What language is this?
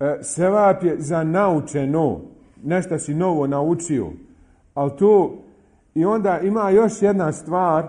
Bosnian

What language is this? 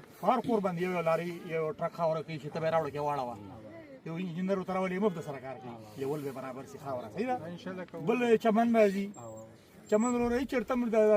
Pashto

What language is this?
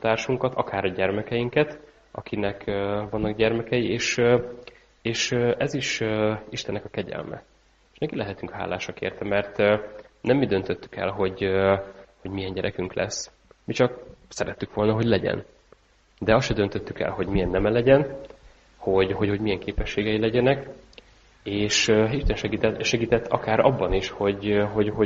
Hungarian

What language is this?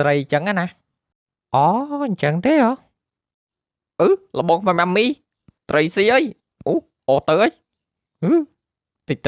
Khmer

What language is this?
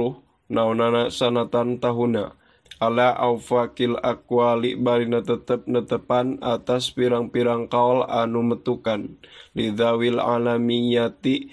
Sundanese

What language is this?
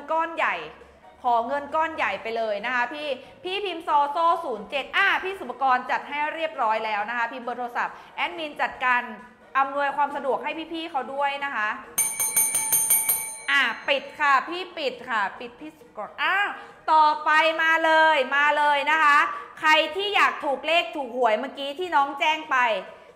Thai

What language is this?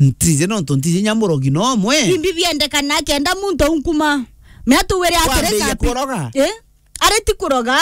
Meru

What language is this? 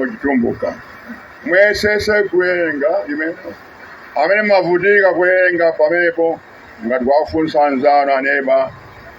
Nyanja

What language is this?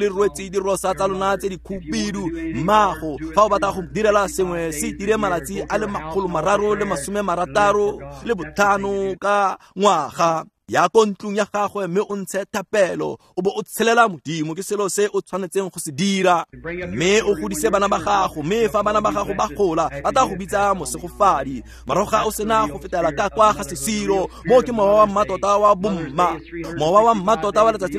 Tswana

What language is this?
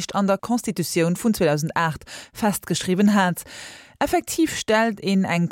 Luxembourgish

